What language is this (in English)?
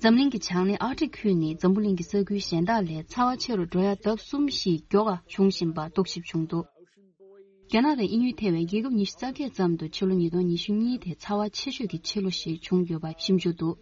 Tibetan